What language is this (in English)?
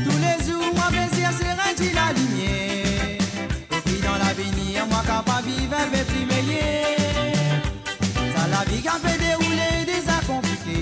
Morisyen